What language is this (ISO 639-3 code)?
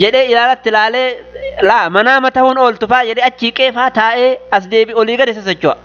orm